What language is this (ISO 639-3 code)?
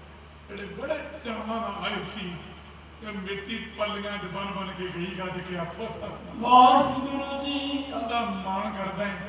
pan